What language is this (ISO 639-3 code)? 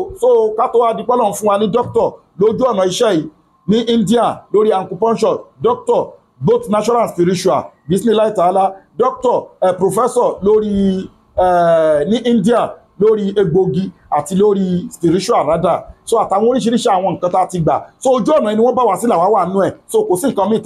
yor